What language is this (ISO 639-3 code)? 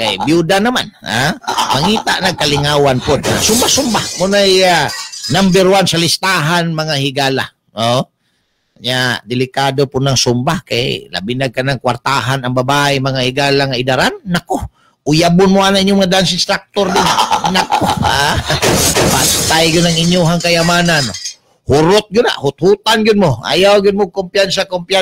ceb